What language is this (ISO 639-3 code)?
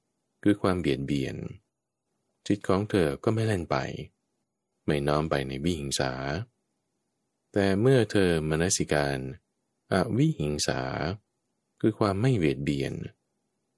tha